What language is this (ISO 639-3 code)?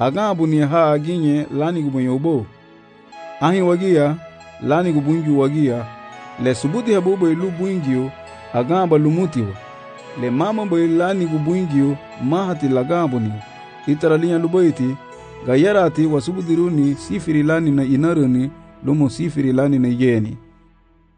cab